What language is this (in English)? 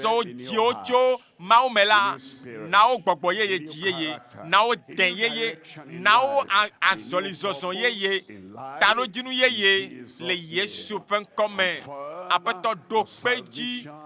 Ewe